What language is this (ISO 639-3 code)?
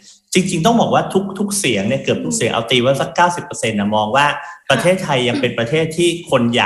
tha